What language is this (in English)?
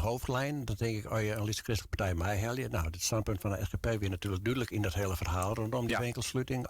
Western Frisian